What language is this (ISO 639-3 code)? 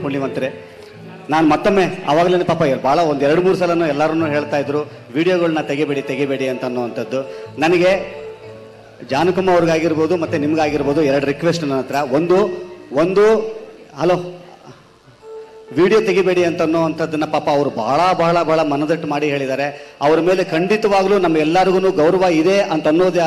kan